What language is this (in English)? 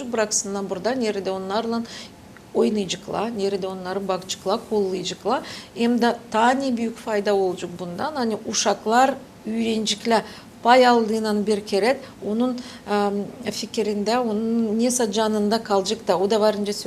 Gagauz